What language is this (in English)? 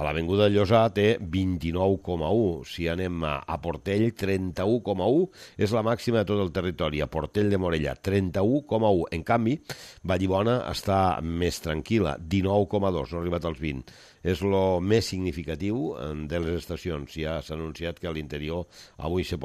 Catalan